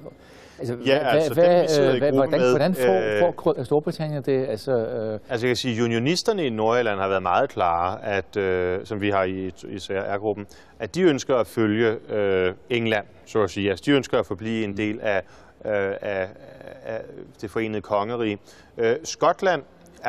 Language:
Danish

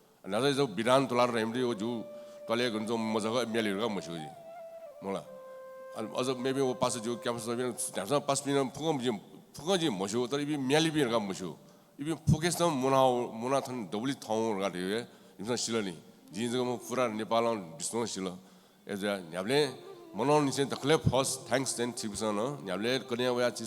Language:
Newari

